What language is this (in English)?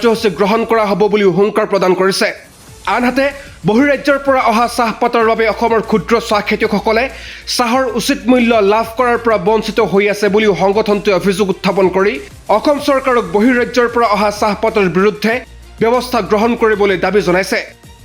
Assamese